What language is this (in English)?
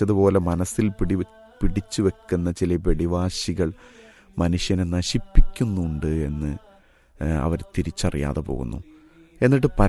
Malayalam